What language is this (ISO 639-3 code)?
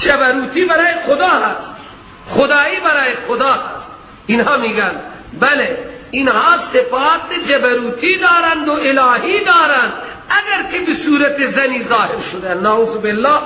fas